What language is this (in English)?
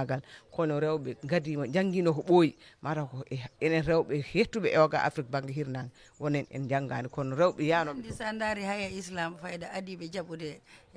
Fula